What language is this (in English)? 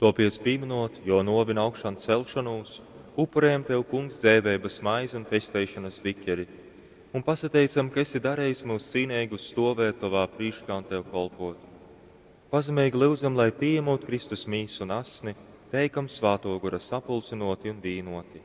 Latgalian